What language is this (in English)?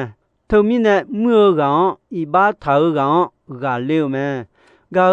Akha